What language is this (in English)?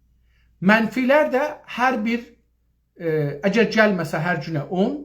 South Azerbaijani